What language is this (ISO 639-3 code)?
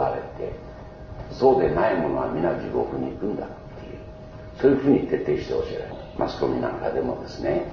jpn